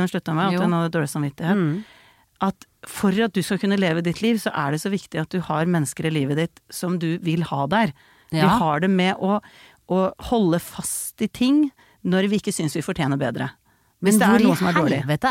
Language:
Norwegian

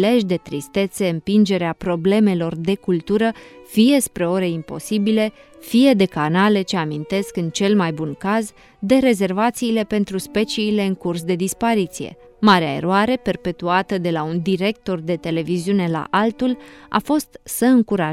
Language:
Romanian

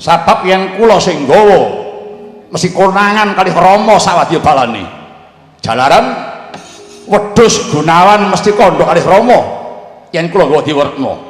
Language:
Javanese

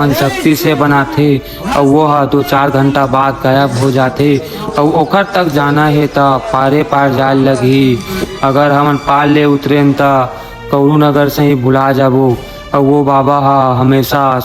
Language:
Chhattisgarhi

